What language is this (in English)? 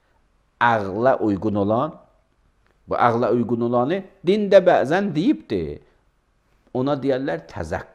Azerbaijani